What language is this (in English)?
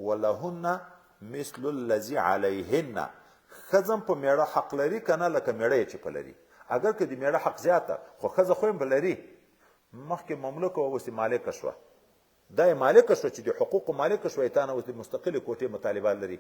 Pashto